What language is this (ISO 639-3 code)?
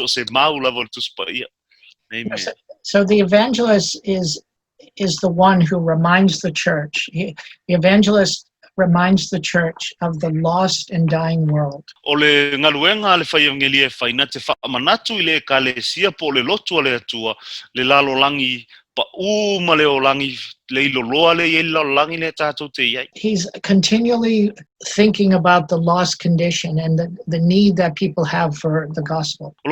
smo